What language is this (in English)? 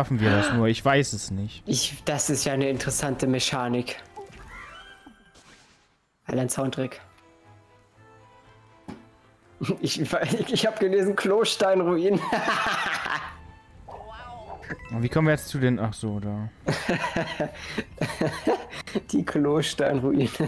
German